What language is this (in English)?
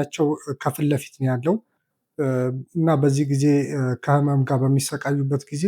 Amharic